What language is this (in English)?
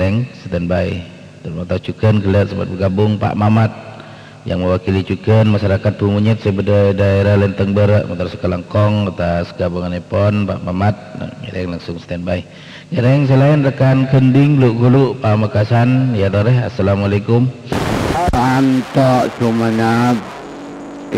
Madurese